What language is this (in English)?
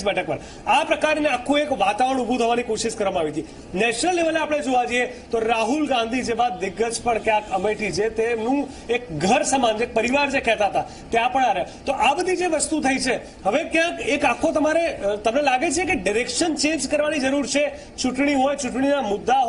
Gujarati